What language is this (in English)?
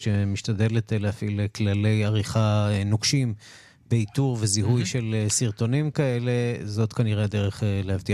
Hebrew